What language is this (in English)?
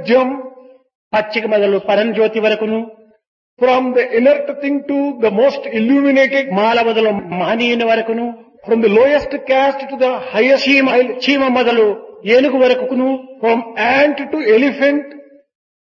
Telugu